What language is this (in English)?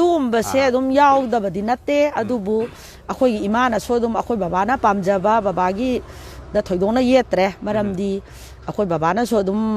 Manipuri